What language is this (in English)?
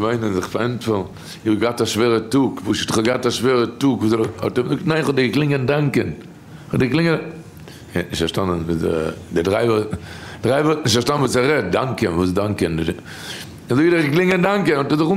Yiddish